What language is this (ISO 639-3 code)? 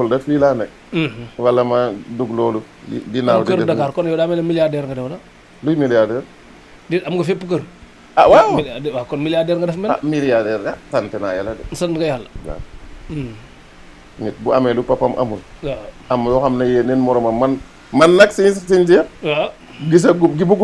wol